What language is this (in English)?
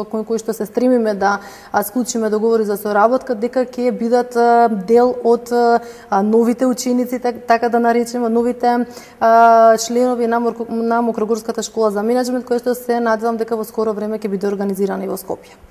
Macedonian